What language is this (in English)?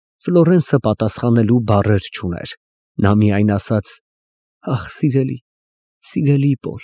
Armenian